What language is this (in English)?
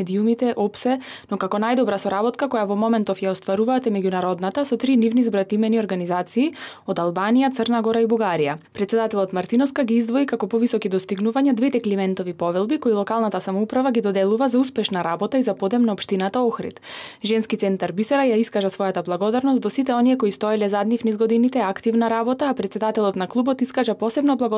Macedonian